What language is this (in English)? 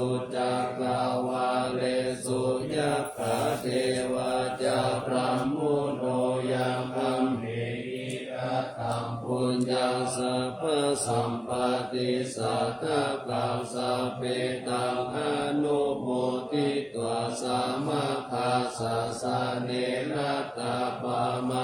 Pali